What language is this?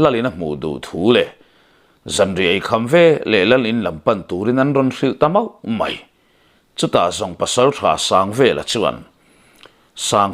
Mizo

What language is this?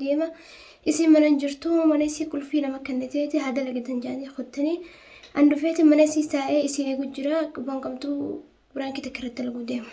Oromo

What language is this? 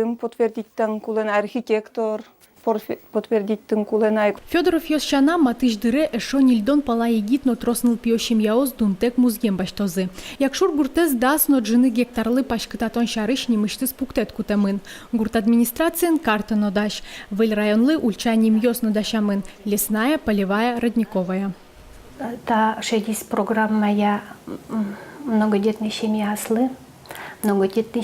Udmurt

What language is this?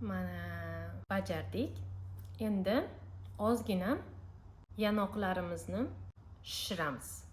Uzbek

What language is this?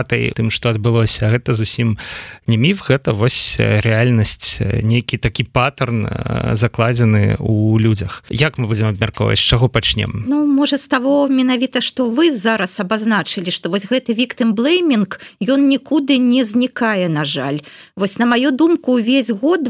Belarusian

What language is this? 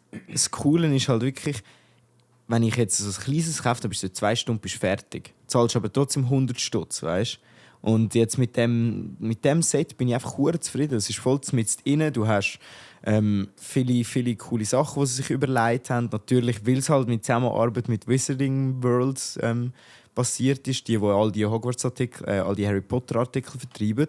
Swiss German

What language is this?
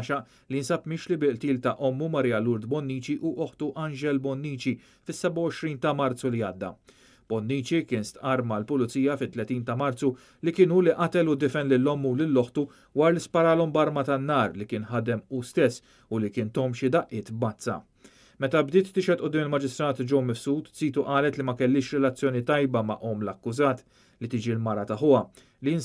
Maltese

